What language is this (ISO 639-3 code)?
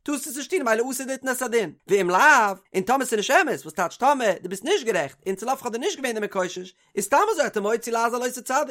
yid